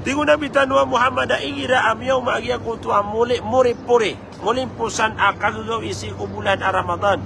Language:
Maranao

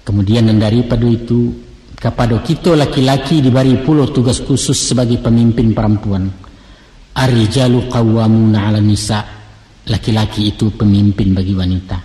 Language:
Minangkabau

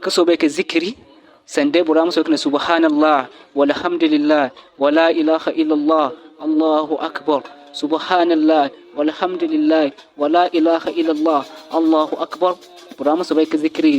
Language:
Zarma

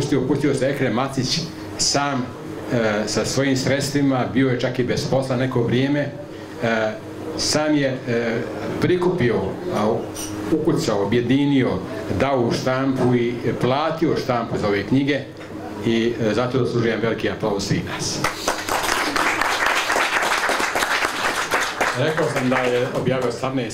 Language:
Bosnian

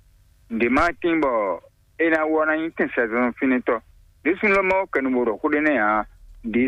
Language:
Fon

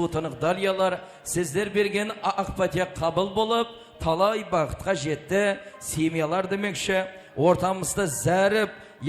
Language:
Kara-Kalpak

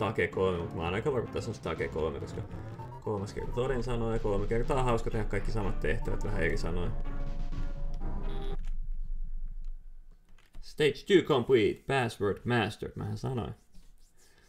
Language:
Finnish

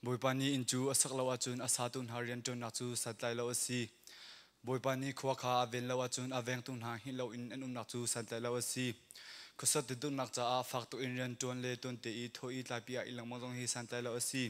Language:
Hakha Chin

